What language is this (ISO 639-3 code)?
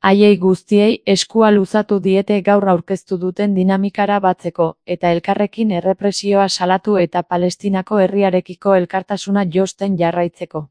eus